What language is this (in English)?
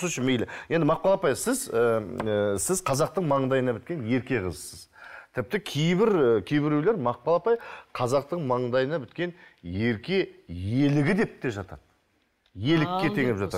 Kazakh